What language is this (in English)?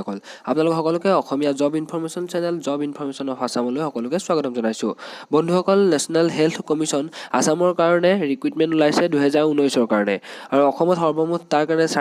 Assamese